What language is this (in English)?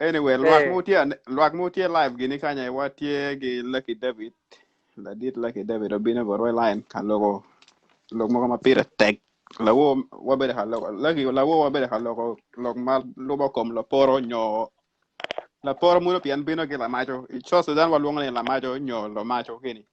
Acoli